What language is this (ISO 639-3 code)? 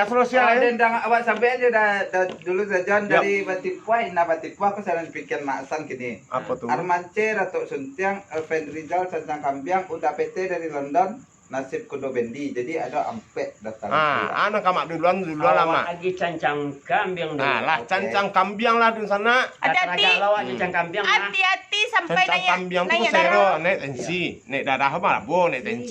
min